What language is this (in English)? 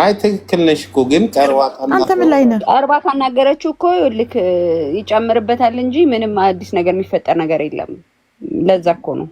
Amharic